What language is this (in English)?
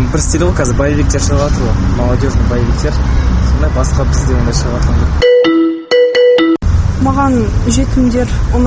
Kazakh